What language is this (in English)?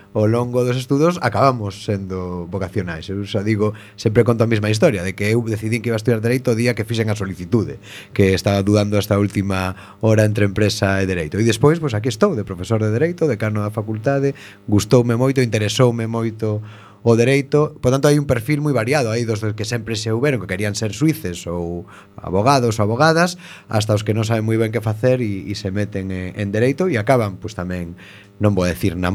Galician